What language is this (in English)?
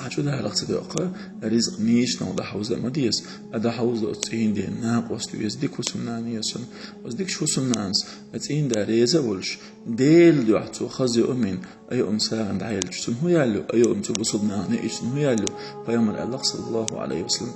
Chechen